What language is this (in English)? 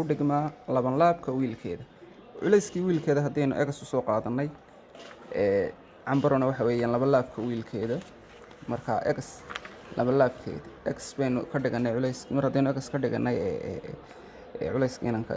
Somali